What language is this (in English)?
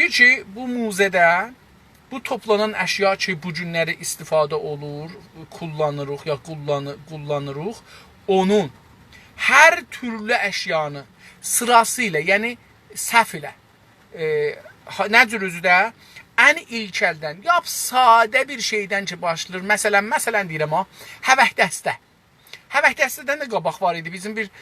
South Azerbaijani